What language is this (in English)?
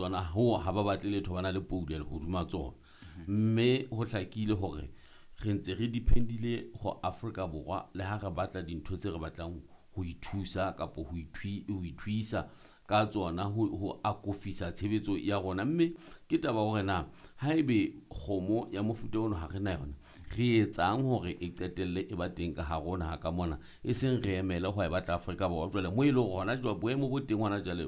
Southern Sotho